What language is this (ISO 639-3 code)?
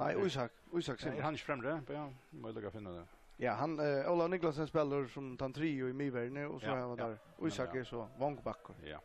fao